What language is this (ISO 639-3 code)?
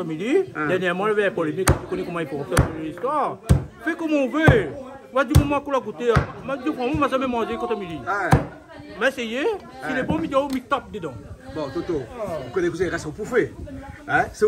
rcf